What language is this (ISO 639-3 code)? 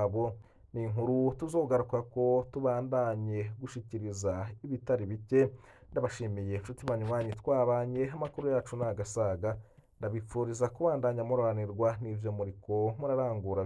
run